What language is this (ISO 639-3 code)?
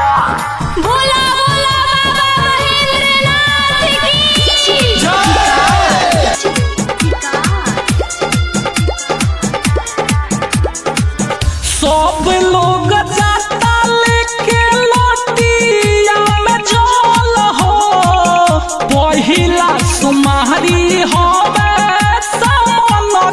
bho